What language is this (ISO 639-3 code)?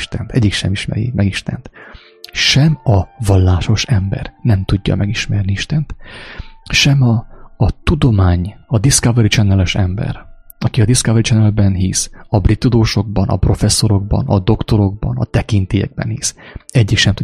hun